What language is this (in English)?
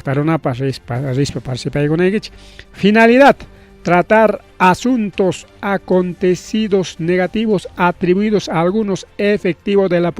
Ayacucho Quechua